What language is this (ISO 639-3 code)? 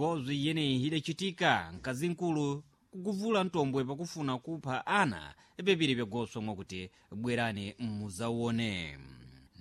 seh